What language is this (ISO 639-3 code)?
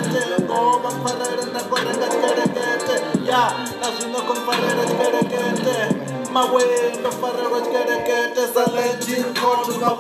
ven